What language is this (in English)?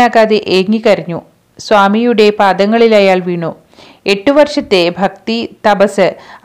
Malayalam